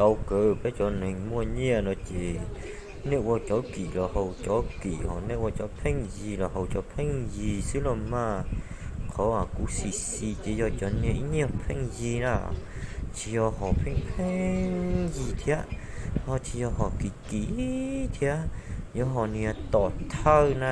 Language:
Hmong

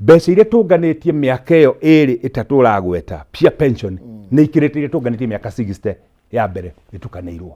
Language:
Kikuyu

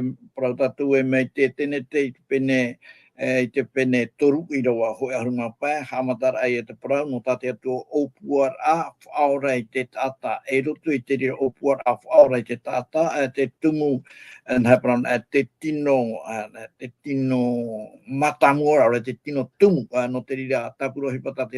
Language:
Tahitian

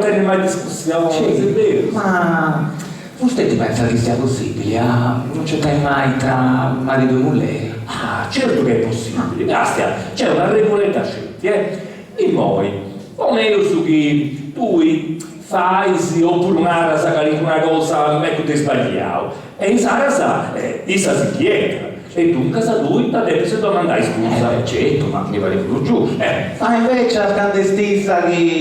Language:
Sardinian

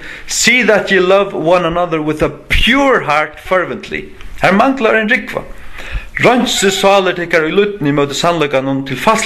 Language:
Faroese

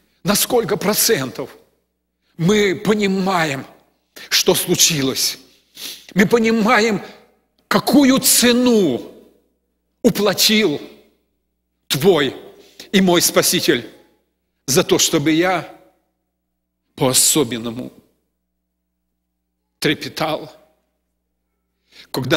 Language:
Russian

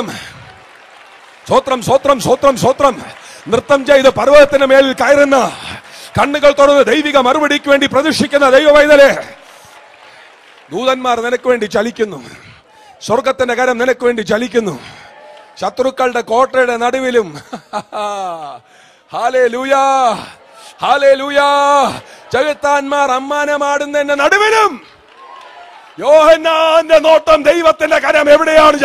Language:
Malayalam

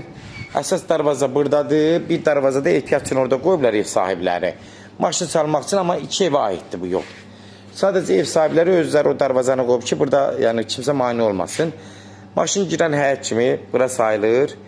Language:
Azerbaijani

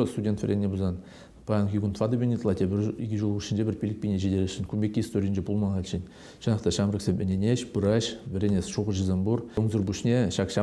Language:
Chuvash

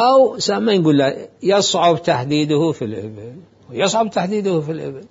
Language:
Mesopotamian Arabic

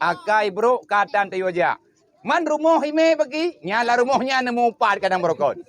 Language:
Achinese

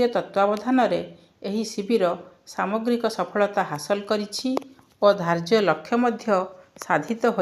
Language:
Odia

